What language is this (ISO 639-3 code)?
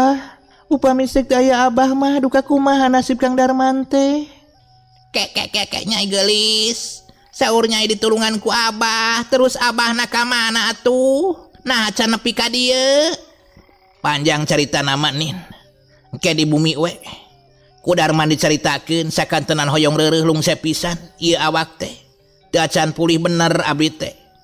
sun